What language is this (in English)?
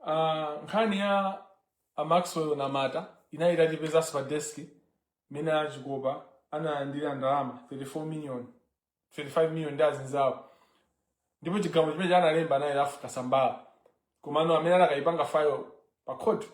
Nyanja